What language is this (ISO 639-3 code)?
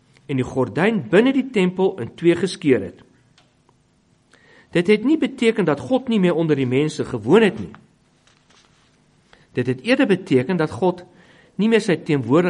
afr